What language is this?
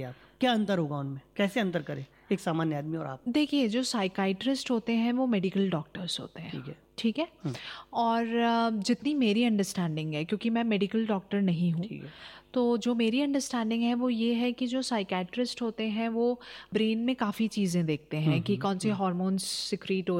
Hindi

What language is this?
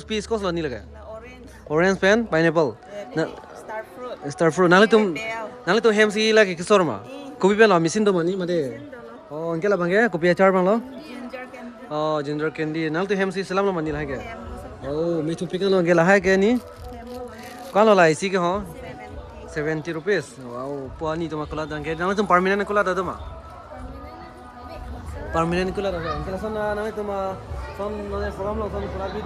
Karbi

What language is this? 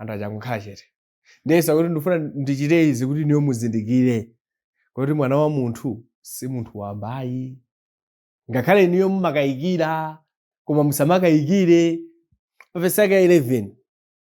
Nyanja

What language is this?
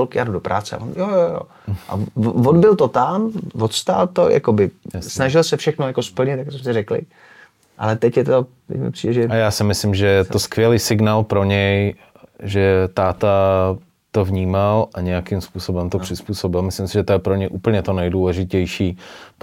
Czech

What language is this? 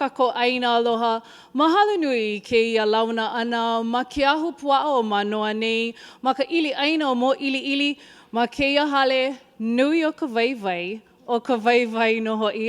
Hawaiian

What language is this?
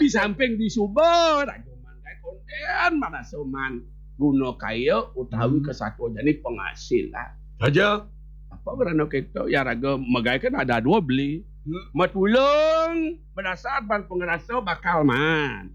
Balinese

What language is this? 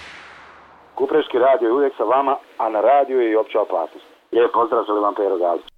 Croatian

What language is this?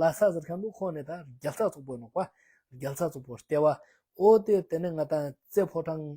Ladakhi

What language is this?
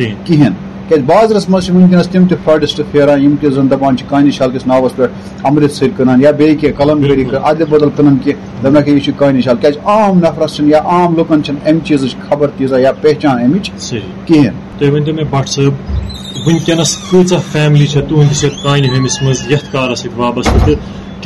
Kashmiri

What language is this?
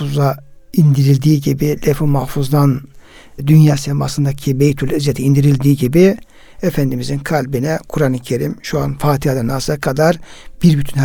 Turkish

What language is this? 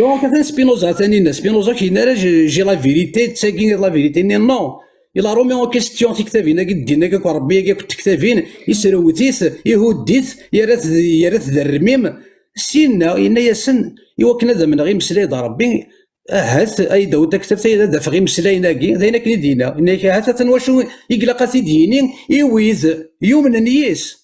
Kabyle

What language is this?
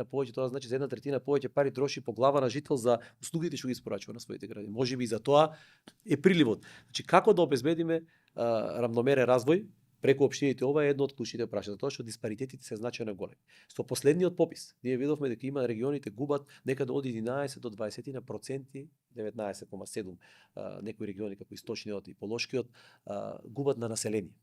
Macedonian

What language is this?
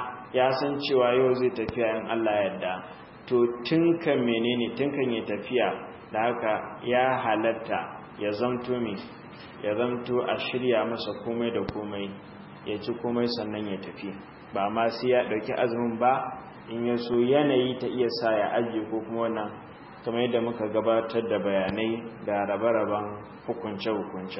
Hausa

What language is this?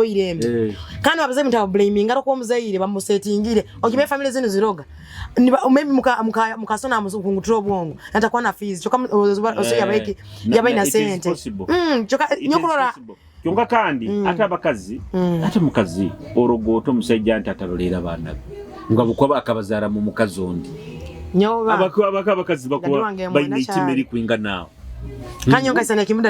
Nyoro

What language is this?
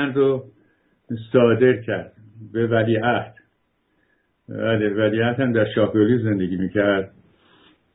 Persian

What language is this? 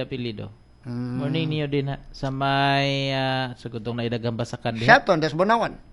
Cebuano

